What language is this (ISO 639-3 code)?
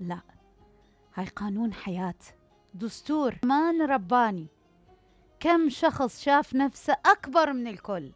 acm